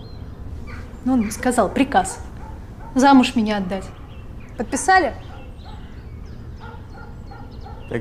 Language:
Russian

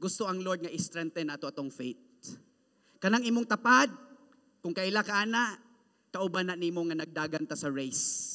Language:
Cebuano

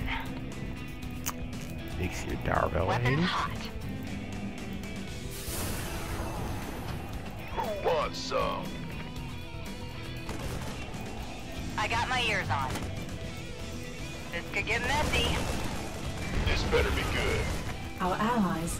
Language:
Dutch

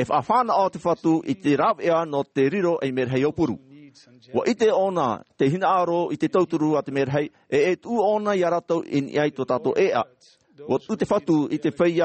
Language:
Tahitian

